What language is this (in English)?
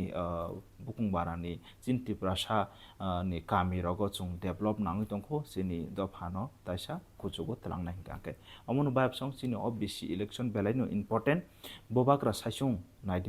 Kok Borok